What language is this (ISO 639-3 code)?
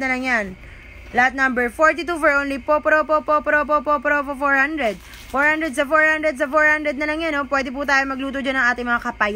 fil